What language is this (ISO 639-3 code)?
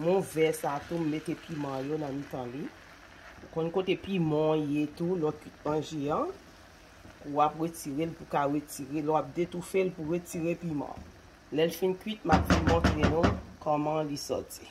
hat